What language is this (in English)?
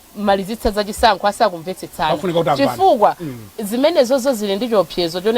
Nyanja